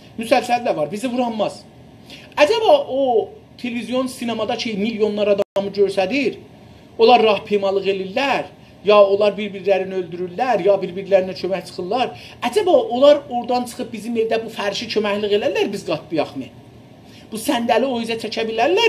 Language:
South Azerbaijani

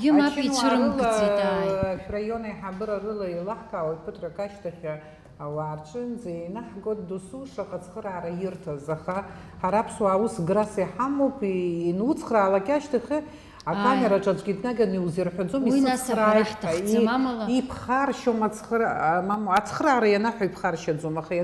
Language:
Abkhazian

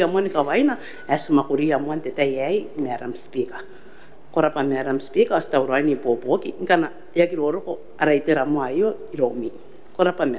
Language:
Gilbertese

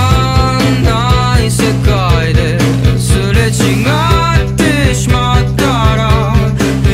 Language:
Japanese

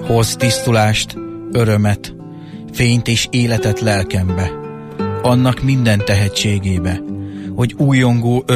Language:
Hungarian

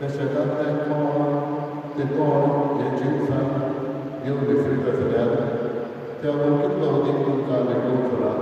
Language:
Konkani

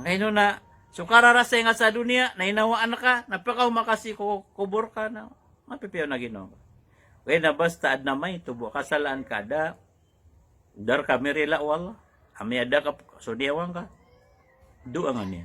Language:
Maranao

